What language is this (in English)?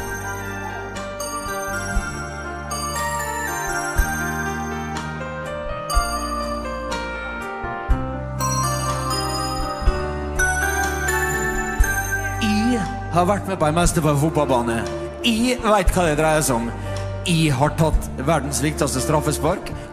Norwegian